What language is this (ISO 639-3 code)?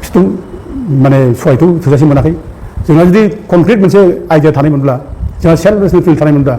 brx